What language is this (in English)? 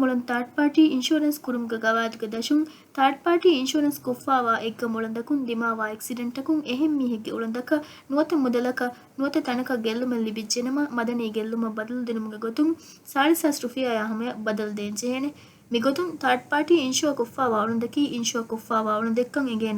Divehi